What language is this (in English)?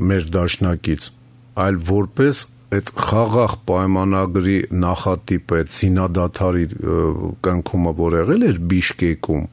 Armenian